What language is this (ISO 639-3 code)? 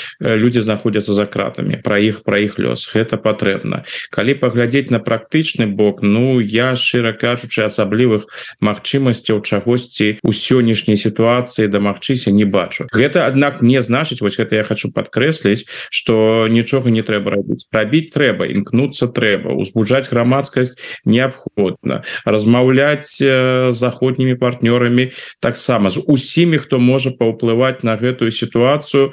bel